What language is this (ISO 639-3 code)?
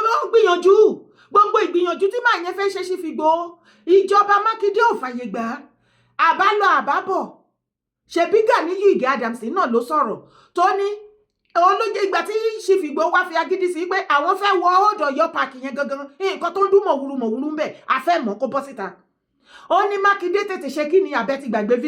yor